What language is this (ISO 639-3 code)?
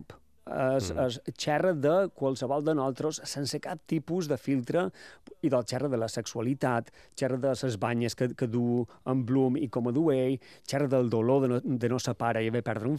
cat